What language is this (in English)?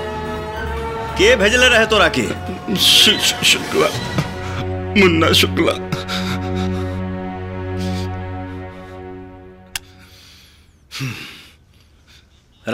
Bhojpuri